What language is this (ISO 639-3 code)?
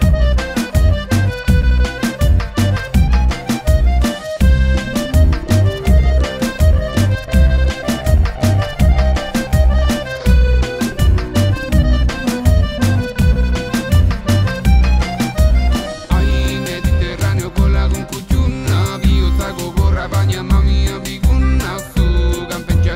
eus